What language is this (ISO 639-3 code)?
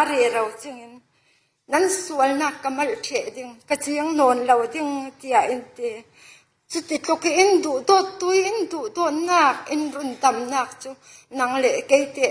cfm